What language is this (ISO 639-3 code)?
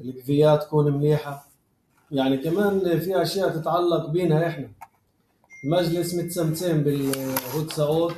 apc